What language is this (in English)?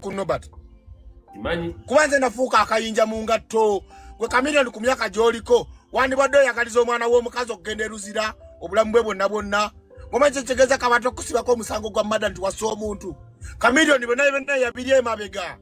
Ganda